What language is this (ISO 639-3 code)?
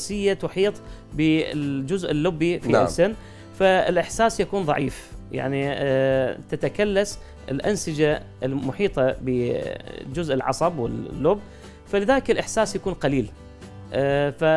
acm